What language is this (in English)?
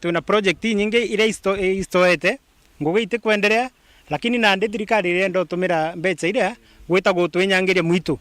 Meru